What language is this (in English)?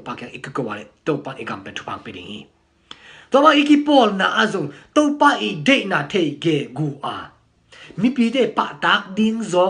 Tedim Chin